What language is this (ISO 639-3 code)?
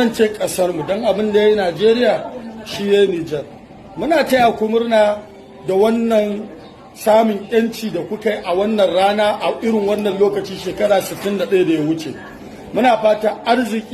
hau